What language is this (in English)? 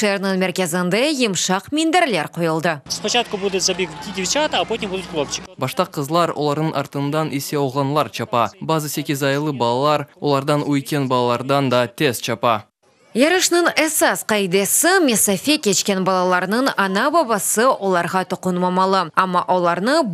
Crimean Tatar